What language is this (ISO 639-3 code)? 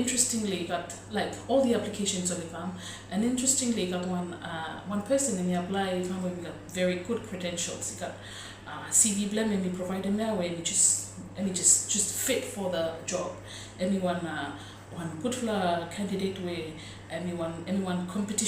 bis